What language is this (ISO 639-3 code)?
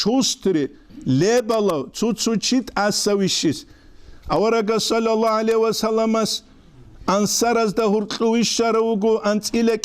ava